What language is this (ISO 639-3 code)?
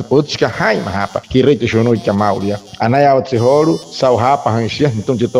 guc